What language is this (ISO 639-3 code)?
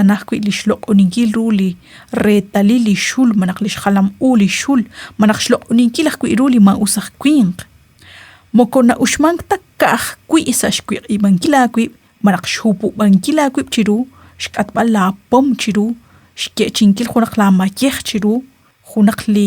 kek